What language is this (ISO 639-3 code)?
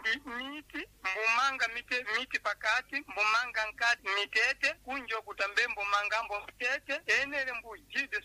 seh